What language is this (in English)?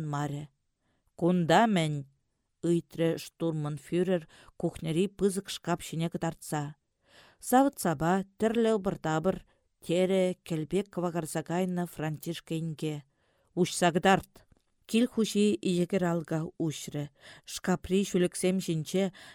Chuvash